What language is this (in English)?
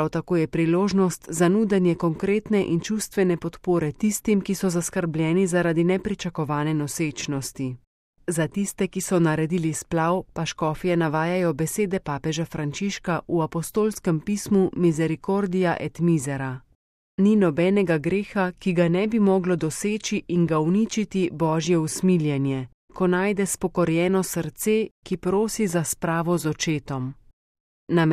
Slovenian